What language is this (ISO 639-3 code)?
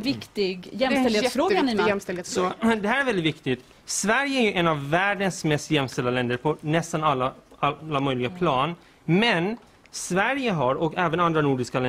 swe